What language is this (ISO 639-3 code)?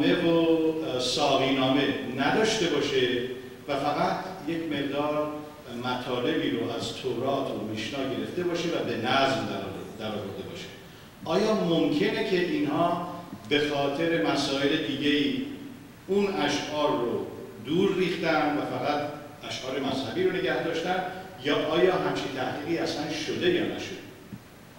fas